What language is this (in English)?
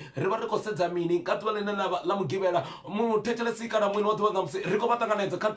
Venda